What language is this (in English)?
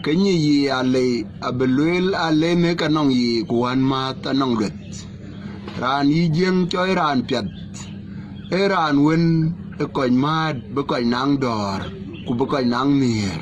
Dinka